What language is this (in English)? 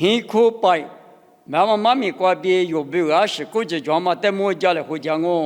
Lisu